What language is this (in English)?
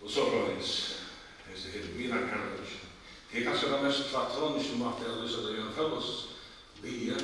Faroese